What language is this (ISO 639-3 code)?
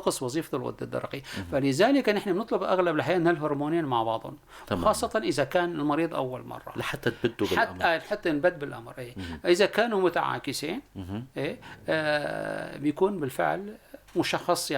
apc